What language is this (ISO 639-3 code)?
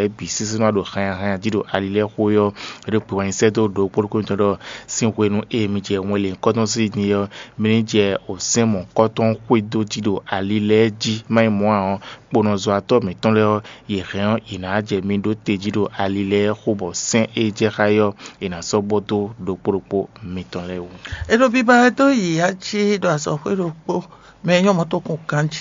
fon